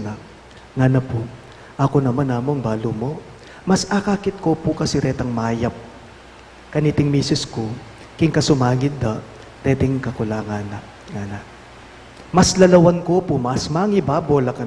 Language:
Pampanga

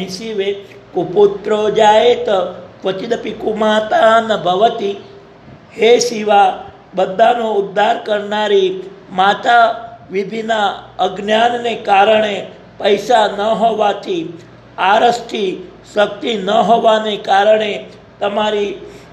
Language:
Gujarati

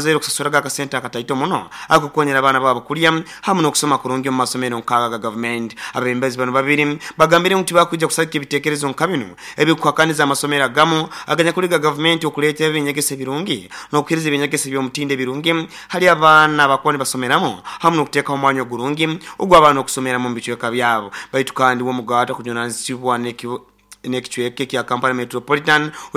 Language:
Nyoro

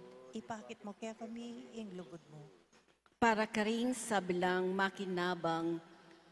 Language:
Pampanga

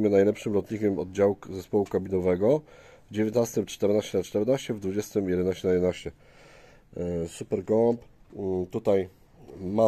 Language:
Polish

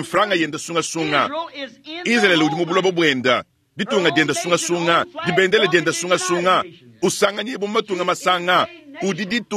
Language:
Luba-Lulua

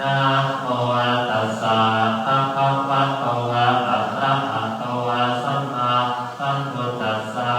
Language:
Pali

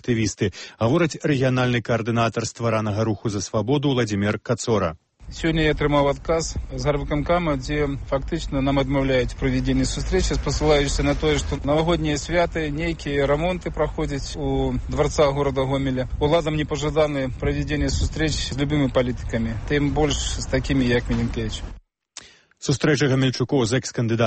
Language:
Belarusian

